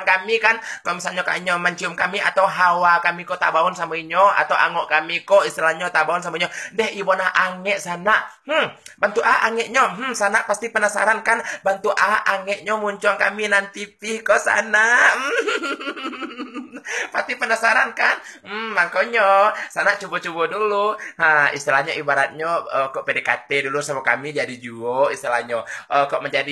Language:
Minangkabau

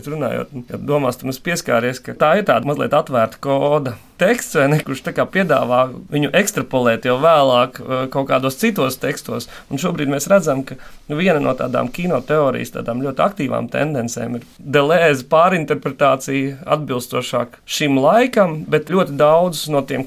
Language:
Latvian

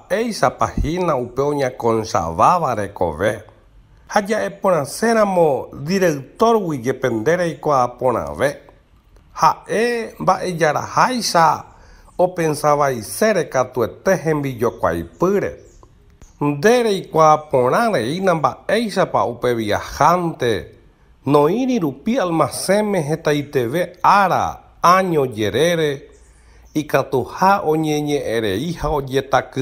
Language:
Guarani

